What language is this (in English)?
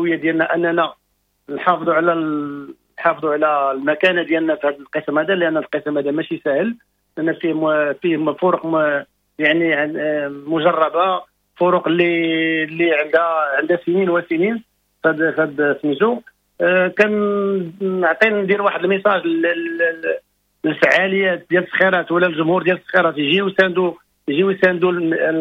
Moroccan Arabic